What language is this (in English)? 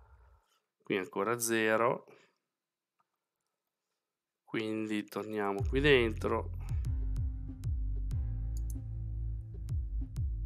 Italian